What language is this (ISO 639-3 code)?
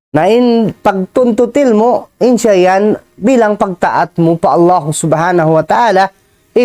tsg